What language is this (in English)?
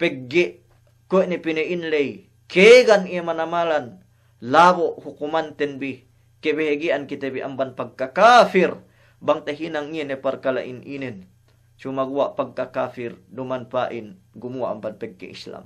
Yakan